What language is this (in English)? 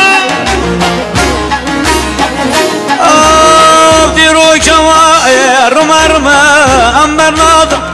Persian